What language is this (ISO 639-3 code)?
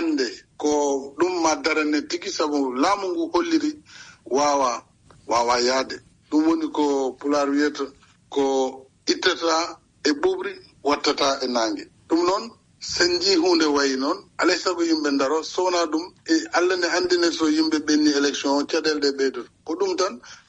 ful